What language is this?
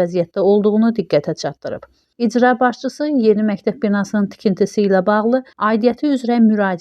Azerbaijani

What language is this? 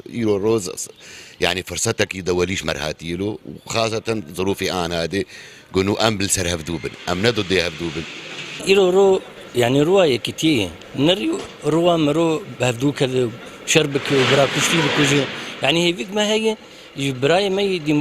Kurdish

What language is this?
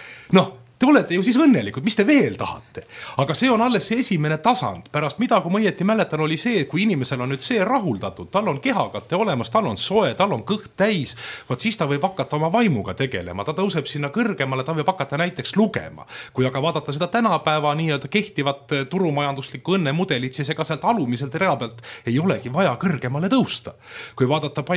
Estonian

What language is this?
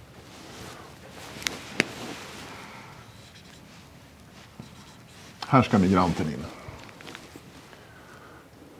Swedish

